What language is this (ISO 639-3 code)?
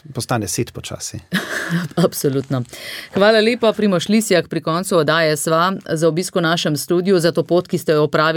slv